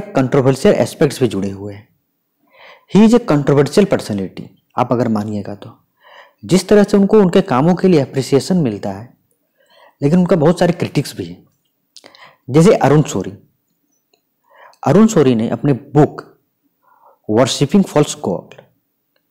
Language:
Hindi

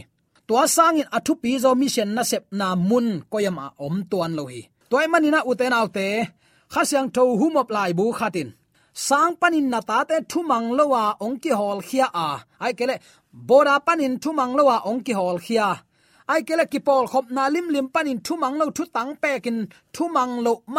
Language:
Tedim Chin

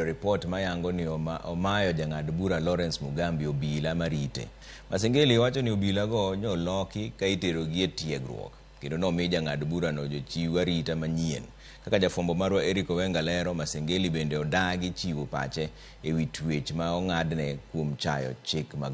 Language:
Luo (Kenya and Tanzania)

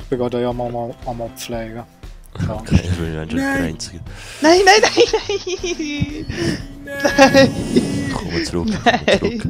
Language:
Swiss German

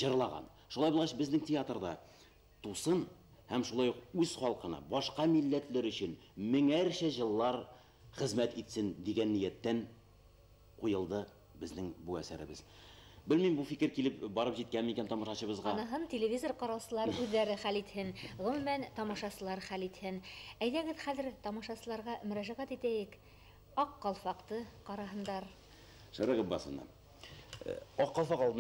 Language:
Bashkir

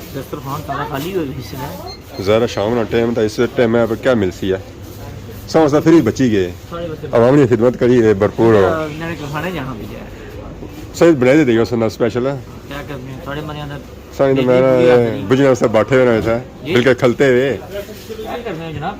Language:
Pahari-Potwari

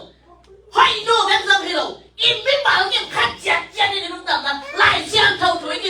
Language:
Tedim Chin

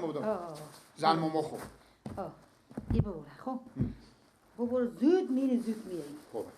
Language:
Persian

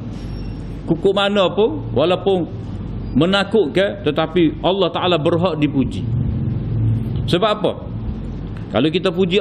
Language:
Malay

